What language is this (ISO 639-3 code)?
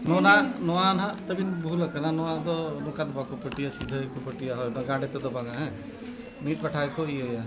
sat